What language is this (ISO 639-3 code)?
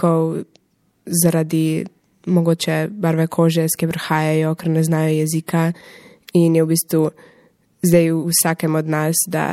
slv